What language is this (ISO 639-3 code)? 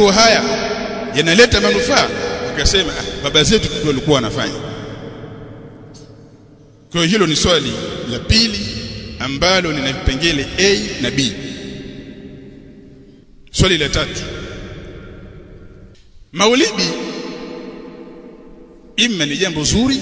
swa